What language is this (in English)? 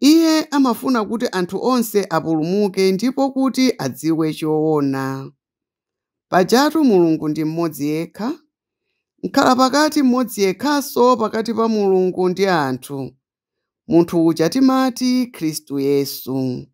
Nyanja